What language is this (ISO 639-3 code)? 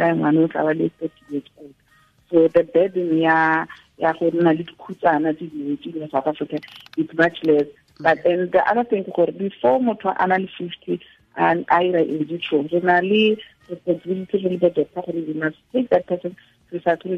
tsn